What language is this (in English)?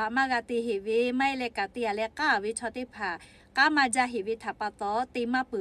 Lahu